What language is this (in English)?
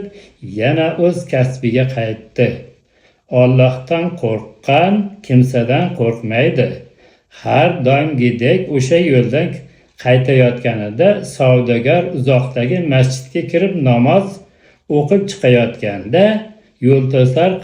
Uzbek